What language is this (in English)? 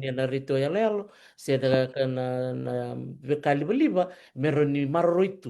Fijian